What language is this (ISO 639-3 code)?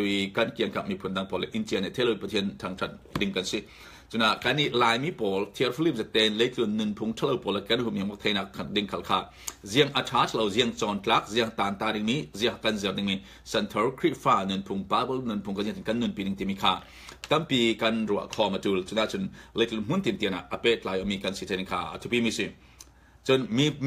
cfm